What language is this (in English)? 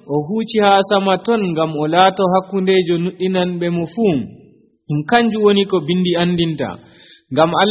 Nigerian Fulfulde